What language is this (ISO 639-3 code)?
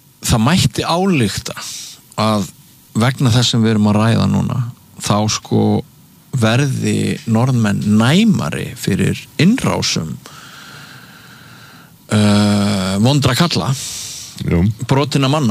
isl